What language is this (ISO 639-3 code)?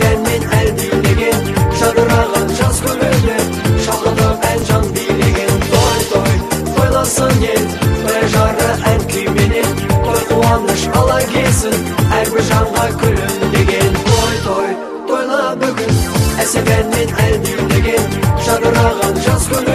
kaa